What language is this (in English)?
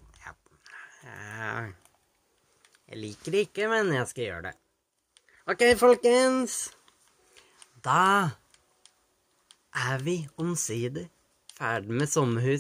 Norwegian